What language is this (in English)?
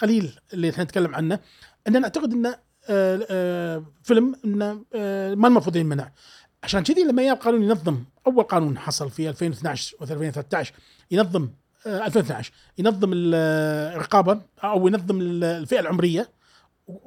Gulf Arabic